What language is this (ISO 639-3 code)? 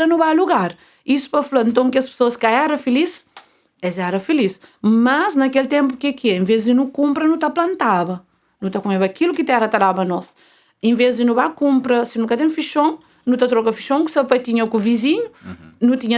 kea